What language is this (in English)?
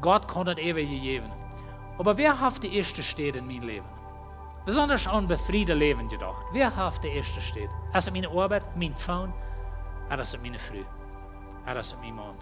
Plautdietsch